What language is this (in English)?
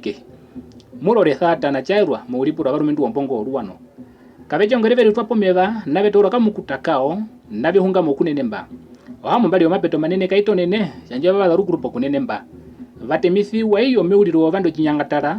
Herero